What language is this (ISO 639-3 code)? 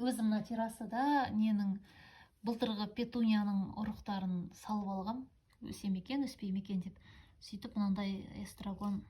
kaz